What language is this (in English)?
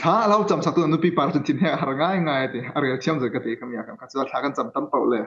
Falam Chin